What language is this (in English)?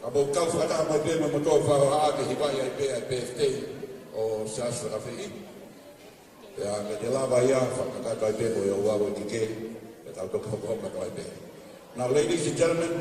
Tongan